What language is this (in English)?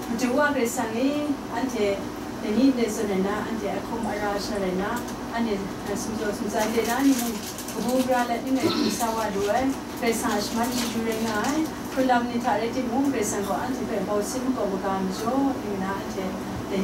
Kachin